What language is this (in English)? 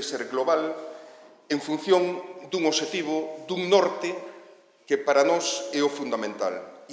Galician